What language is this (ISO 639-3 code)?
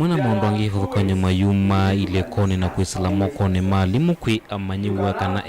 kam